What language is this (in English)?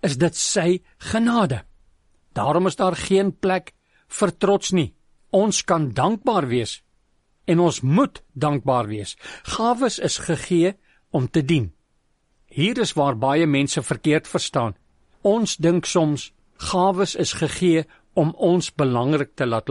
Afrikaans